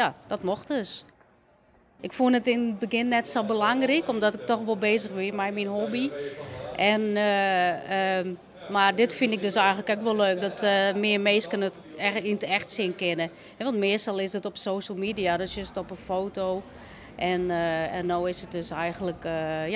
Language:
Western Frisian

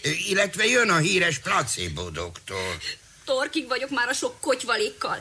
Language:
Hungarian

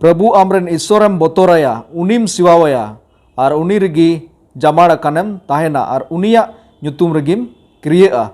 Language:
Santali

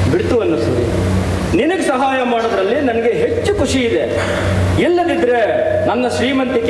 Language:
Kannada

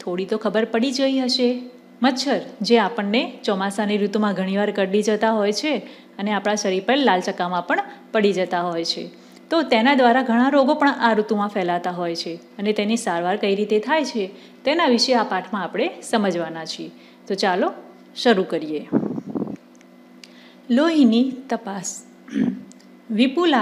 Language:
Gujarati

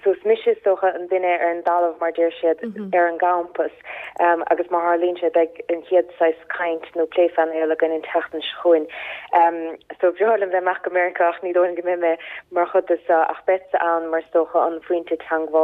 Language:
Irish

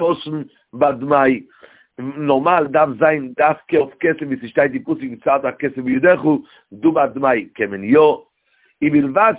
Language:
Yiddish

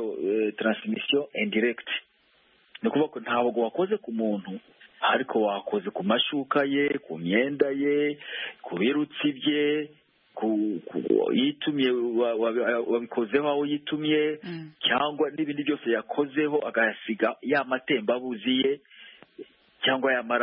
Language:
Kinyarwanda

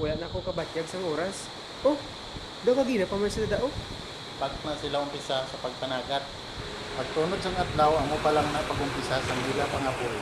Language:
Hiligaynon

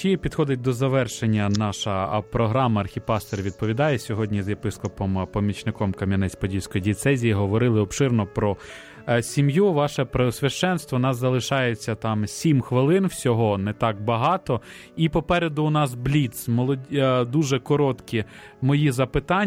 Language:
Ukrainian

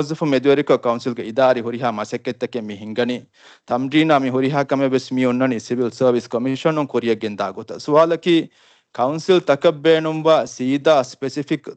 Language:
Divehi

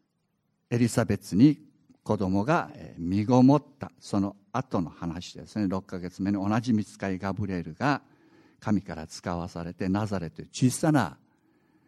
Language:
Japanese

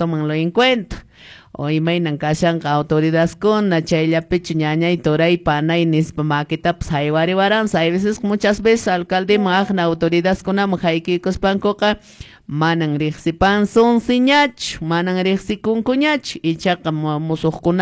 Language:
Quechua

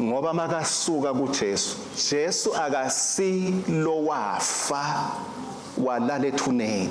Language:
Swati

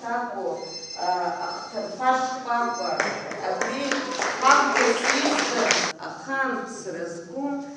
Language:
Abkhazian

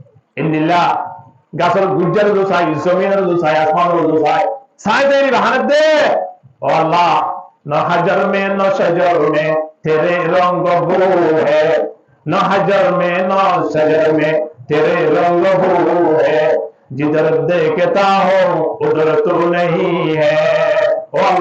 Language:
Rohingya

